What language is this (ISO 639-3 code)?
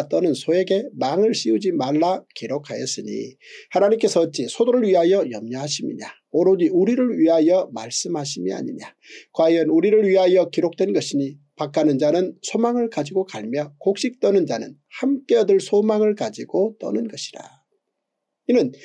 kor